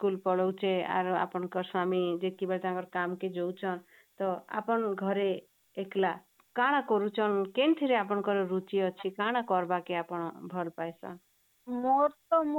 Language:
Odia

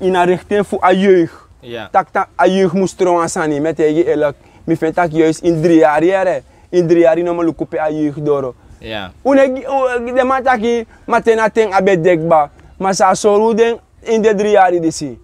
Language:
Sranan Tongo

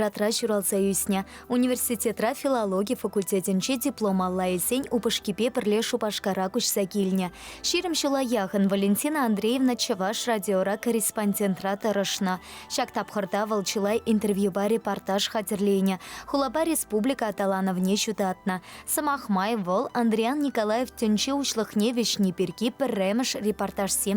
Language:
Chuvash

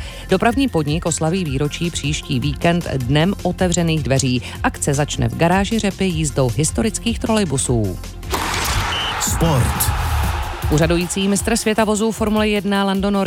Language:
Czech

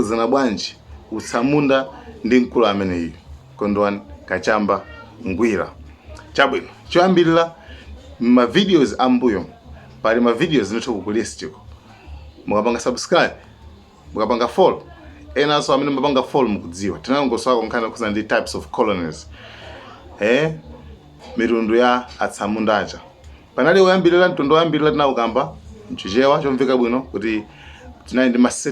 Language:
Nyanja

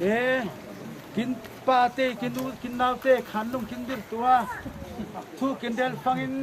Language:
Falam Chin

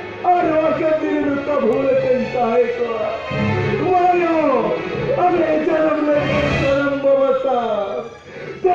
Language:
Santali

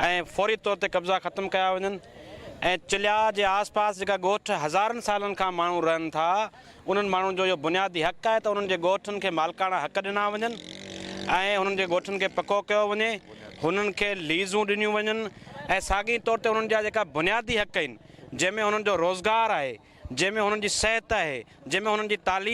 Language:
Sindhi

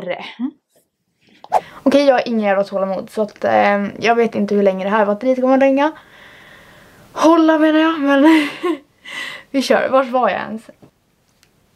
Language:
Swedish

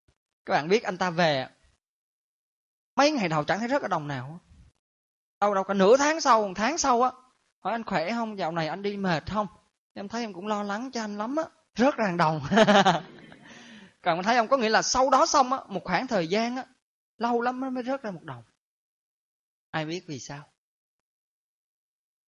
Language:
Vietnamese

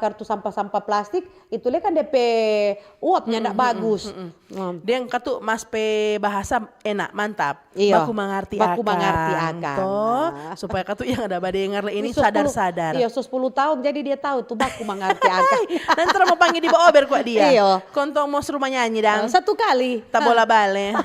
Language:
Manado Malay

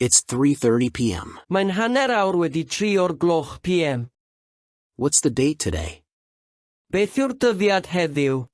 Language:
Welsh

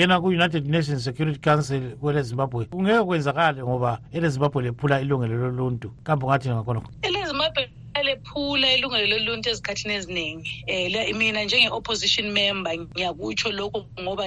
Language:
North Ndebele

